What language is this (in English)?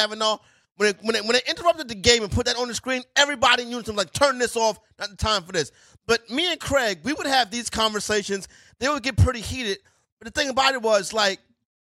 English